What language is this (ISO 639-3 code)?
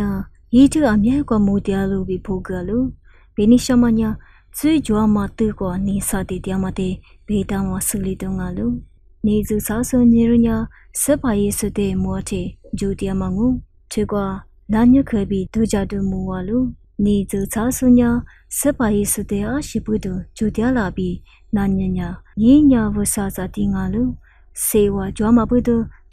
lis